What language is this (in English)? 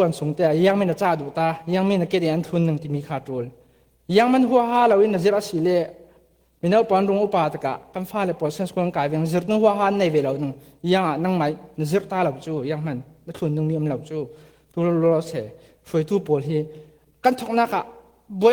Falam Chin